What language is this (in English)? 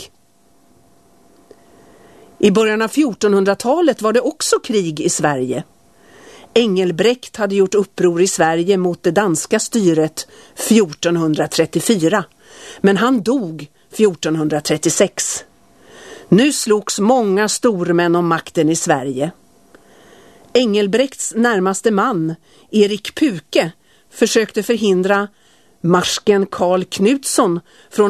Swedish